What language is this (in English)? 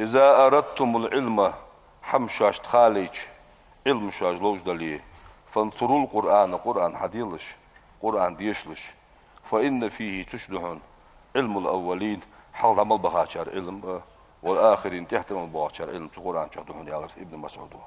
Ingush